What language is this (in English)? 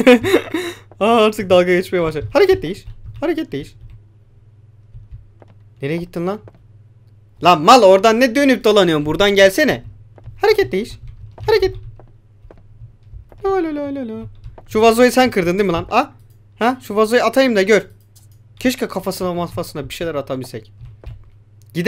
Turkish